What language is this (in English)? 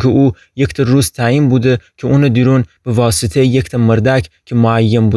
Gilaki